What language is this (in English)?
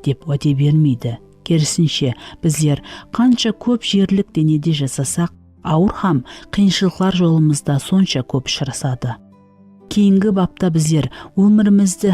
Kara-Kalpak